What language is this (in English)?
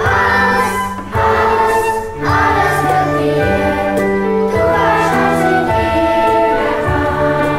Swiss German